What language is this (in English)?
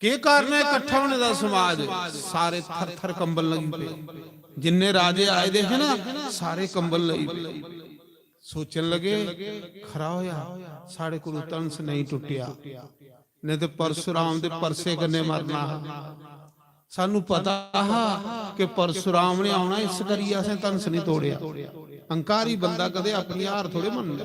Dogri